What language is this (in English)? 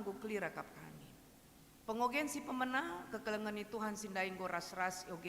Batak Karo